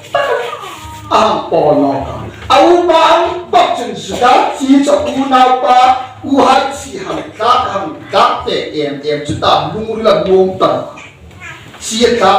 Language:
Hmar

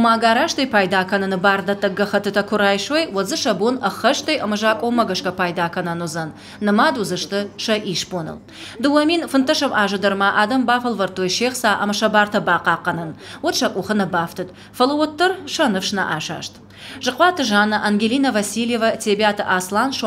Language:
Ossetic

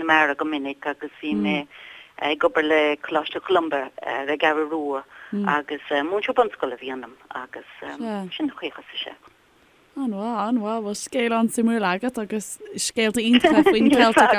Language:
Irish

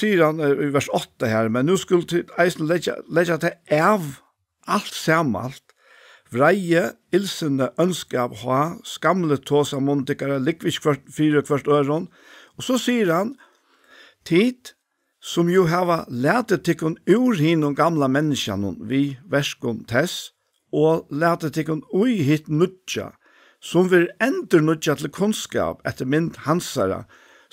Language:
Faroese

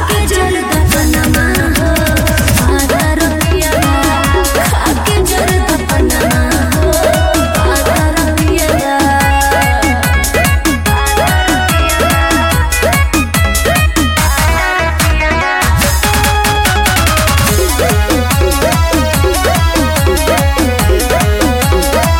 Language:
Bhojpuri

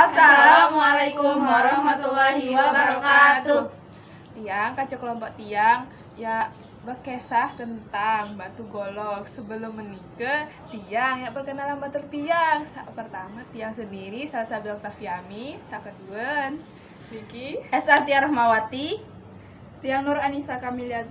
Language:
Sasak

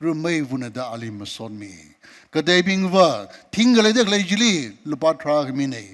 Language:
Tangkhul Naga (India)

